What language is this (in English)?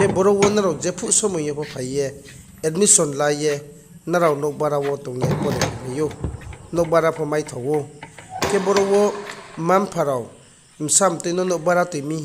Riang (India)